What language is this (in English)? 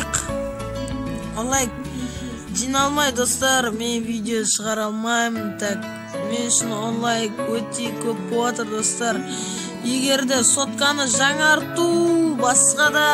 Kazakh